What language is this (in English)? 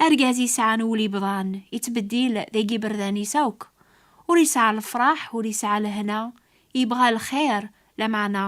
Kabyle